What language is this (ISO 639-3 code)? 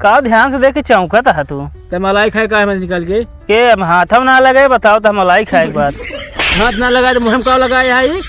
awa